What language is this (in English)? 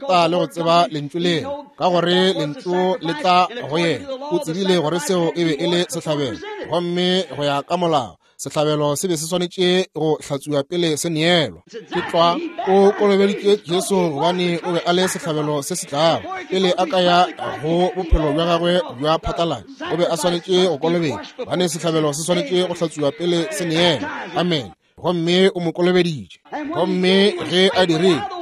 Northern Sotho